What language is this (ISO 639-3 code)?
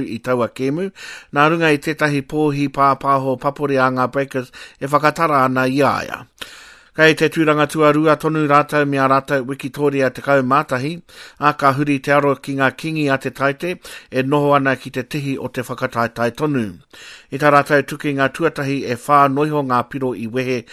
mri